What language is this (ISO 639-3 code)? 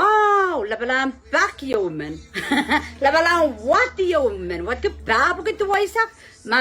pon